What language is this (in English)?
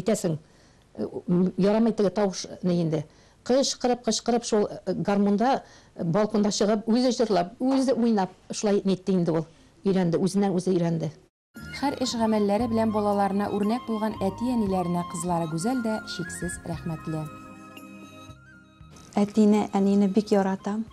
Tatar